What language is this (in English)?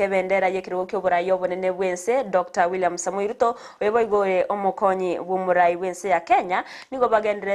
Gusii